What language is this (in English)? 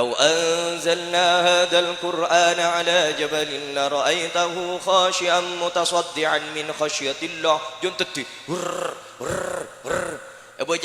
Madurese